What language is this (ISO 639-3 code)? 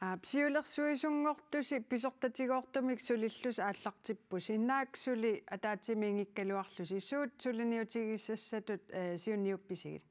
kal